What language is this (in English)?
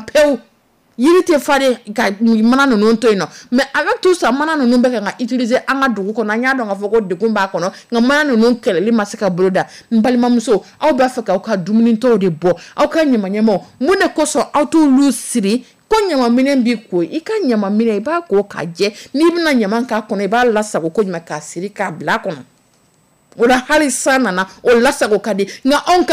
Dyula